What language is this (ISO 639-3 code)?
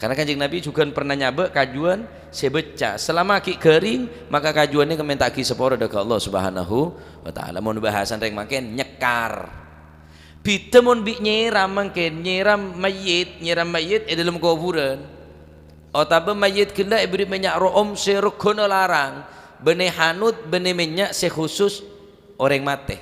mad